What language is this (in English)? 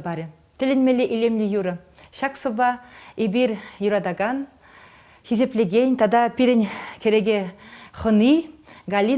Chuvash